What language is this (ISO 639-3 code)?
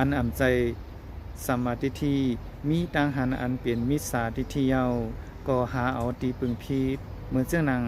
shn